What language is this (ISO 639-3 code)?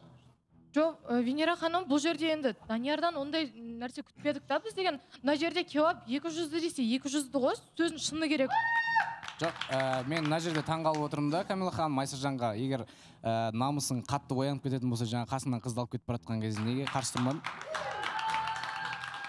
kaz